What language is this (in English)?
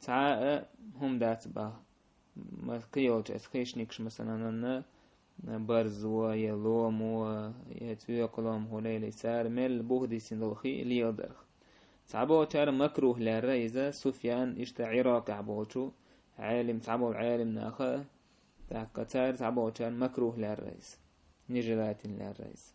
Chechen